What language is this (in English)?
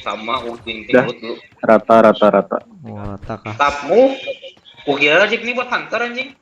Banjar